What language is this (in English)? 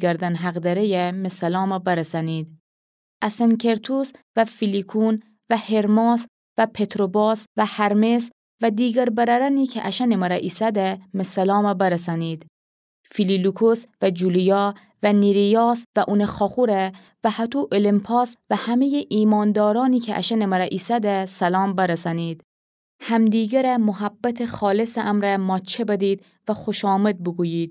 Gilaki